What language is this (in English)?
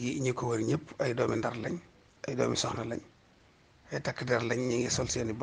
Wolof